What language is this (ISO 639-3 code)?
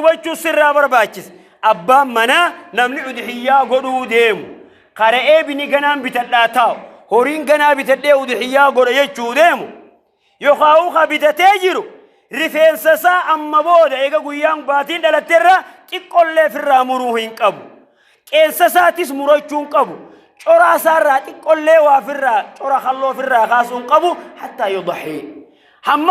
orm